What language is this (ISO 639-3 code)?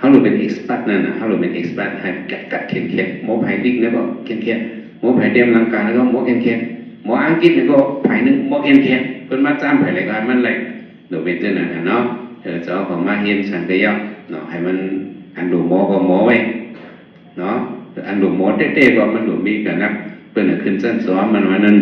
shn